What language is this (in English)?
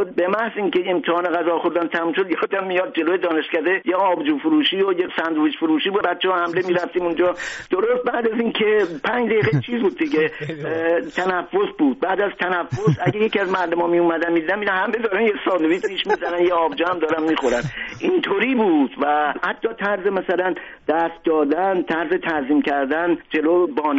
Persian